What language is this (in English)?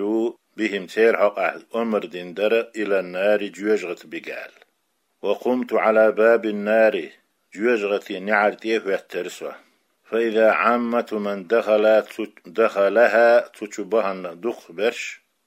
Chechen